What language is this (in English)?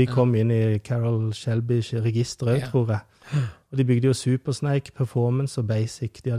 Norwegian